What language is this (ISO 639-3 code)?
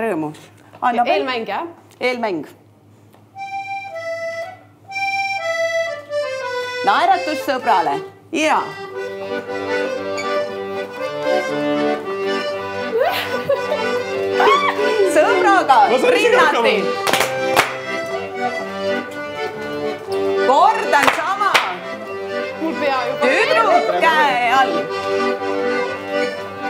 est